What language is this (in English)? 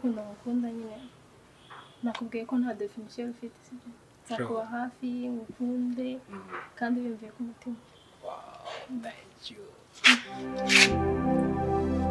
Kinyarwanda